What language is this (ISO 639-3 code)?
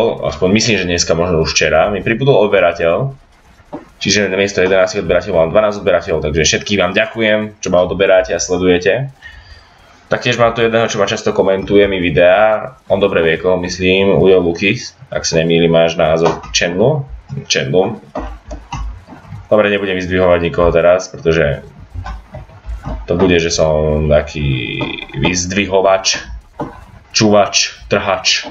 slk